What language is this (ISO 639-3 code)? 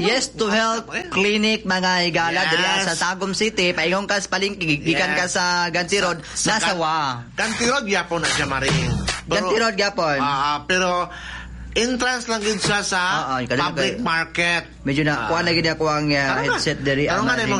ceb